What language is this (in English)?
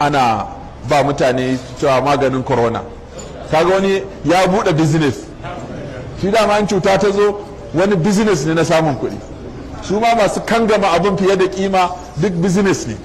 Hausa